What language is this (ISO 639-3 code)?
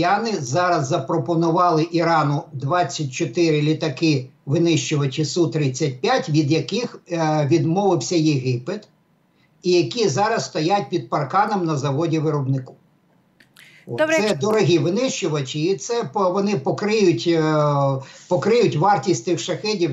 ukr